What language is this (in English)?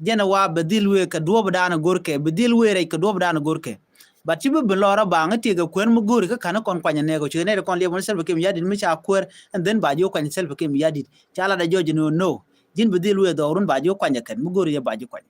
Nuer